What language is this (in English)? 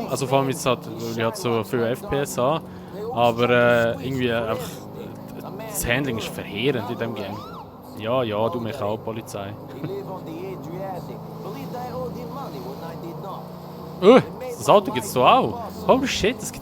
Swiss German